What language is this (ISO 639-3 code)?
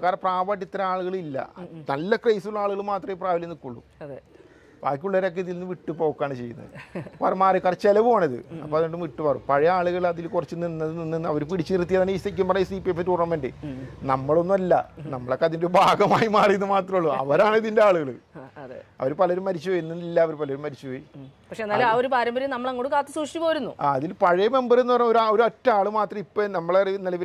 mal